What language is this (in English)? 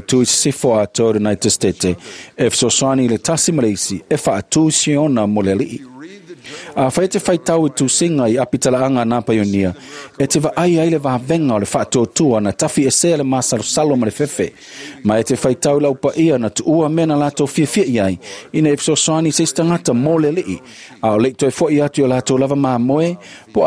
Samoan